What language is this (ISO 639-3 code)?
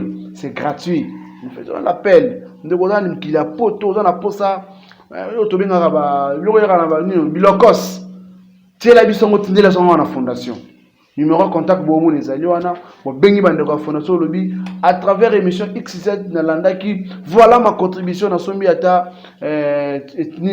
lin